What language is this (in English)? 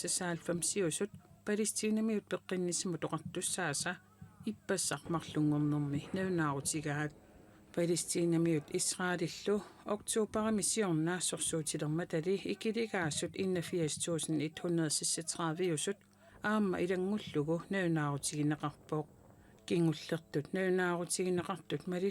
Kalaallisut